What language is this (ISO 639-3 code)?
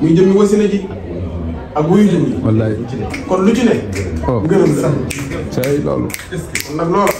wol